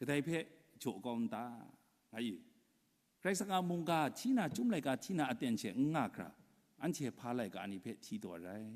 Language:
Kachin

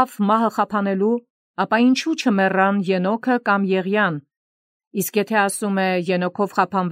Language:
Armenian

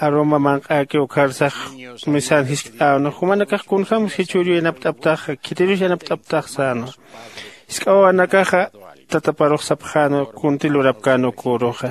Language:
Aymara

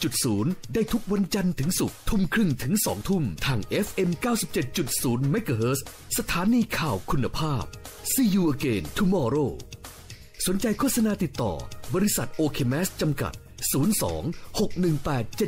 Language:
Thai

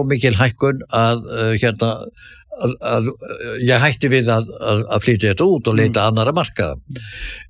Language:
Icelandic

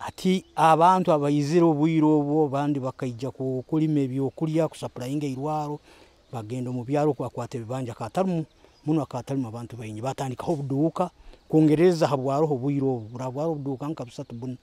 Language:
Nyoro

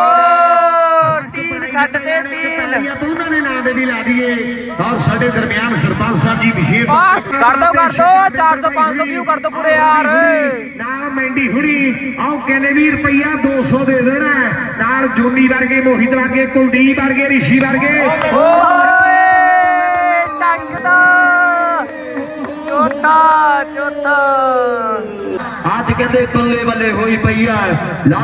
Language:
Punjabi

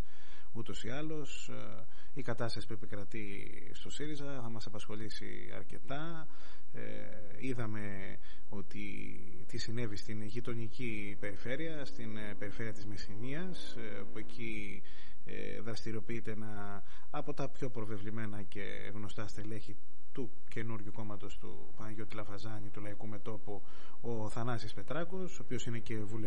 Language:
Greek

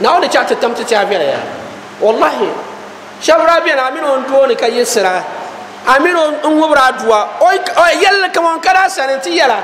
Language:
Dagbani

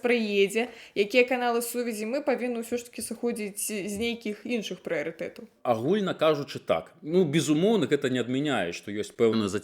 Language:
Belarusian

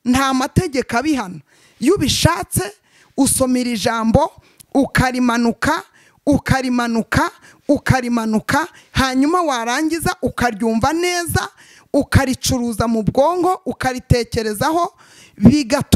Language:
Kinyarwanda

